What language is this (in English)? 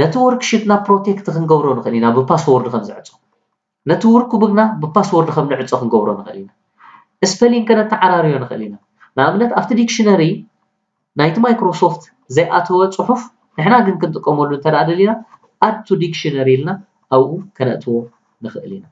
Tigrinya